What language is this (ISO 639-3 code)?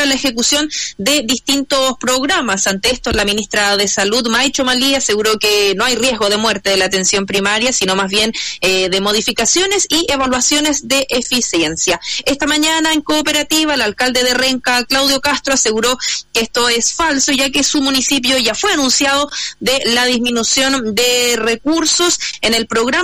spa